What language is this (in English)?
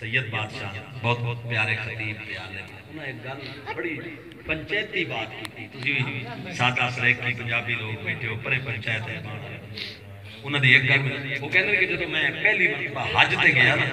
Saraiki